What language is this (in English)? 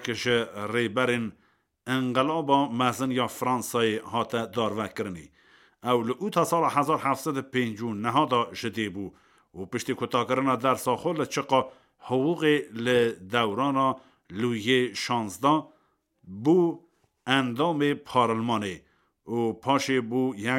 Kurdish